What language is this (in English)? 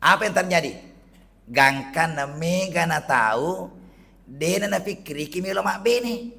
Buginese